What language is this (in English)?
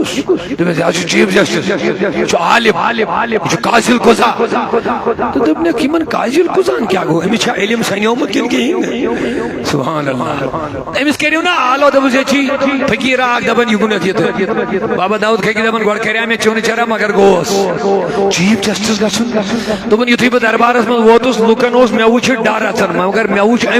Kashmiri